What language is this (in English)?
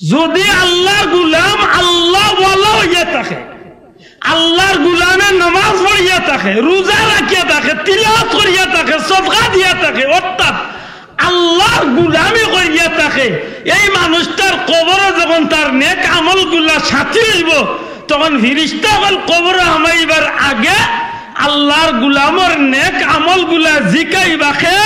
Sylheti